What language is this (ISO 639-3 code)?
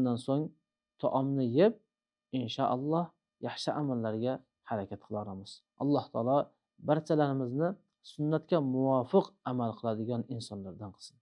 uzb